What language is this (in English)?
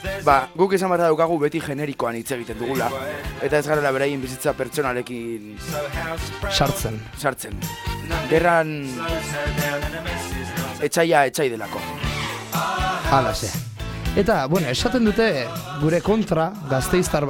Basque